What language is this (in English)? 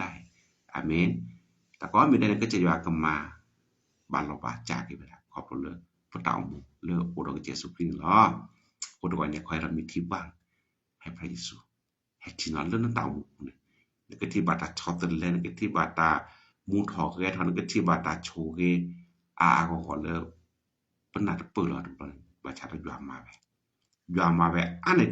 S'gaw Karen